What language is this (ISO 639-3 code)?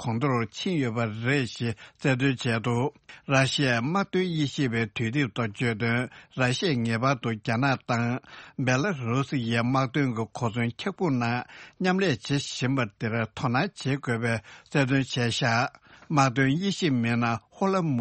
bod